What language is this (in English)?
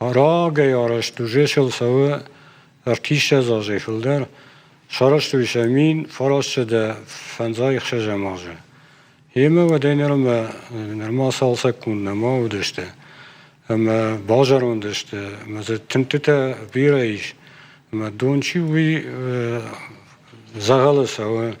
Ossetic